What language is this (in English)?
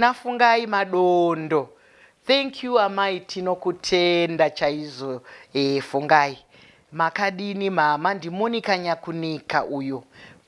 Shona